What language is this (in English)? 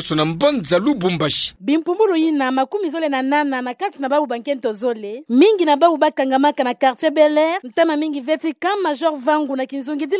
Kituba (Democratic Republic of Congo)